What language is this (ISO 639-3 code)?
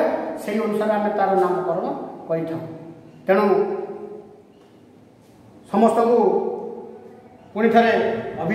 ori